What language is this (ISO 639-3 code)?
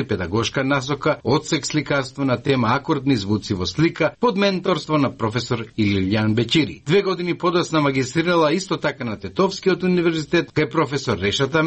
mkd